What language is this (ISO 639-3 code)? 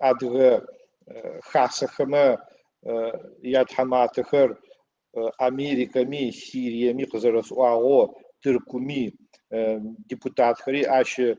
ady